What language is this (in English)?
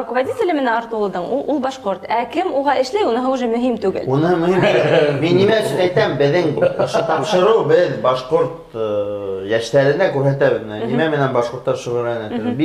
Bashkir